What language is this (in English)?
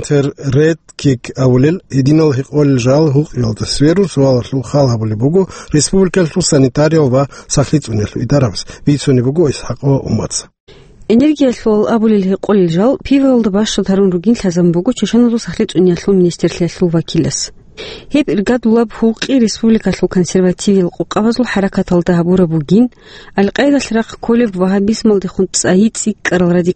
Avaric